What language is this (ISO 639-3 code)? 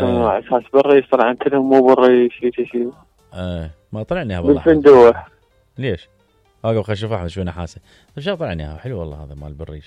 acm